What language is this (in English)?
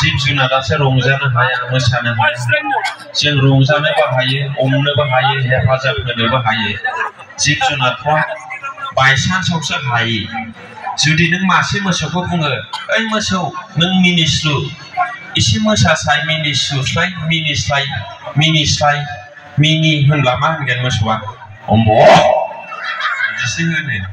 Bodo